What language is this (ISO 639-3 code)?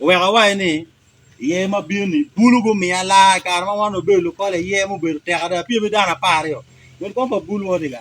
ach